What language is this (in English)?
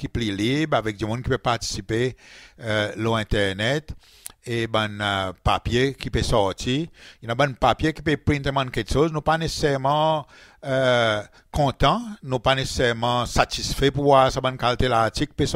Seselwa Creole French